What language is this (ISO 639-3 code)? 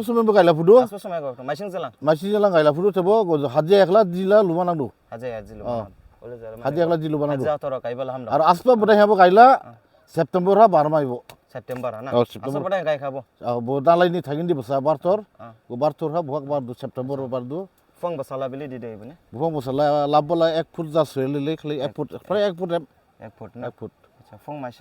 dis